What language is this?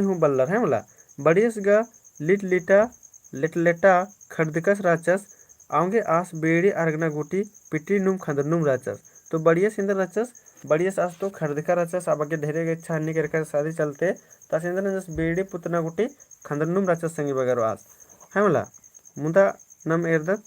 Kurukh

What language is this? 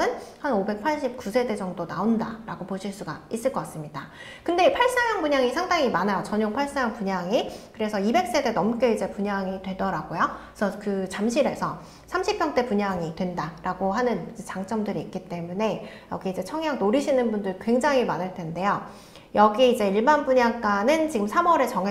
Korean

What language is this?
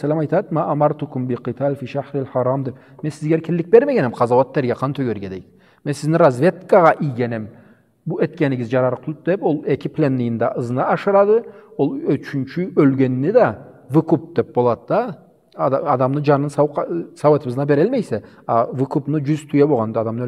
Karachay-Balkar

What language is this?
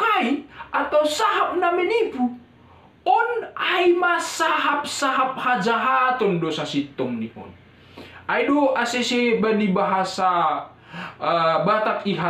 Batak Simalungun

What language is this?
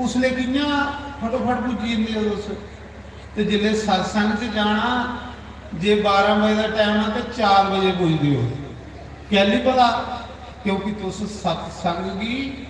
Dogri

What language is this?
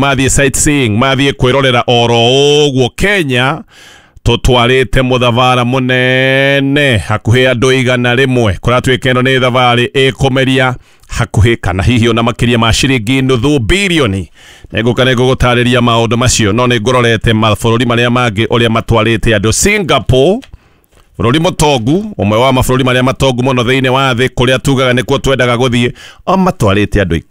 Kikuyu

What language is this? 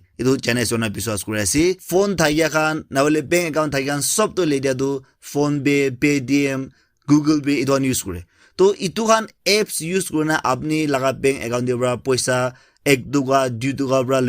Naga Pidgin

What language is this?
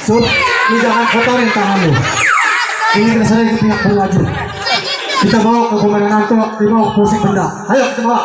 Betawi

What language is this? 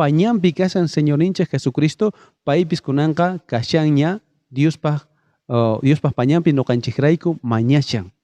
South Bolivian Quechua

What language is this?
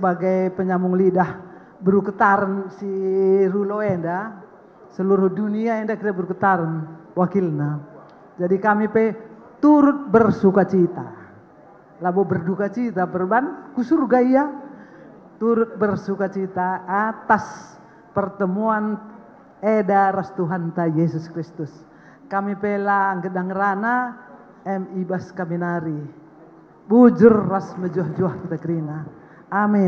Batak Karo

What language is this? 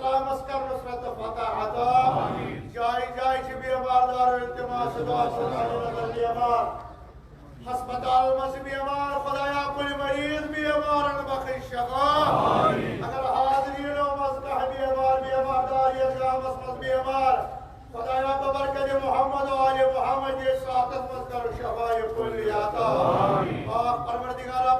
Kashmiri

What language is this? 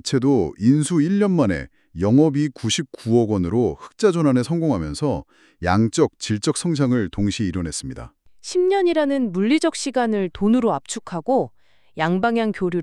Korean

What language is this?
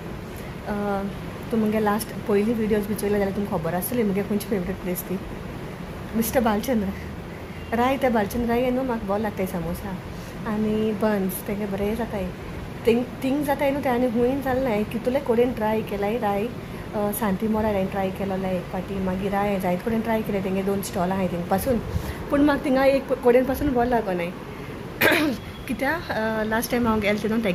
Konkani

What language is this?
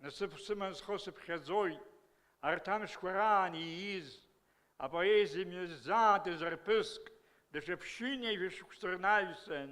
Abkhazian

